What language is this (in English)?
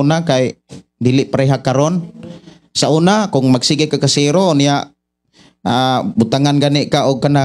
Cebuano